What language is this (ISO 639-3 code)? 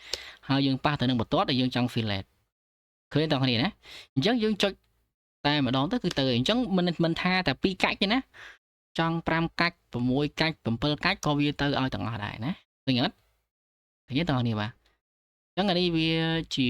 khm